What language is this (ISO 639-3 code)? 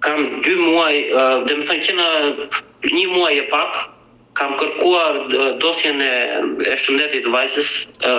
sqi